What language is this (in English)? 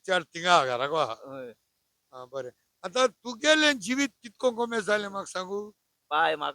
Konkani